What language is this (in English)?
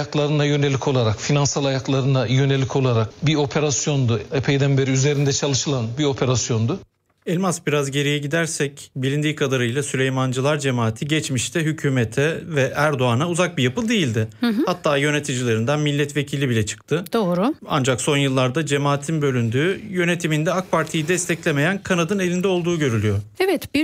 Turkish